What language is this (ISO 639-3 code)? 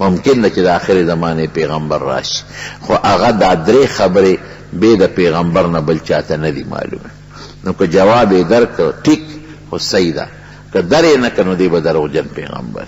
pus